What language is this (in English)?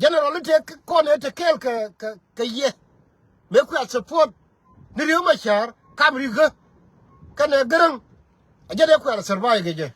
Nuer